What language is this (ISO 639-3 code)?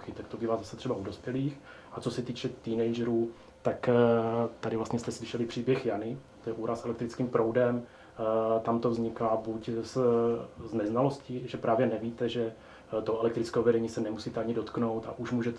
ces